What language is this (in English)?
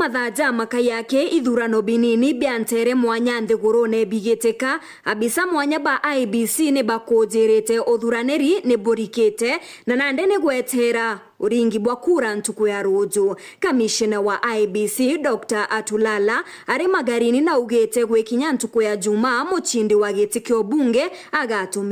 Meru